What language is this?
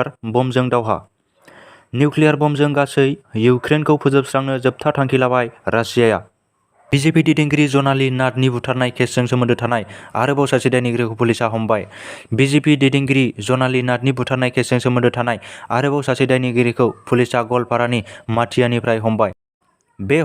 Bodo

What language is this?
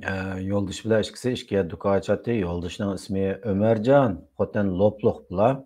Uyghur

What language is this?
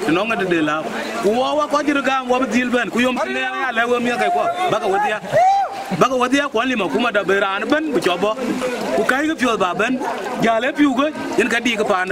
Dinka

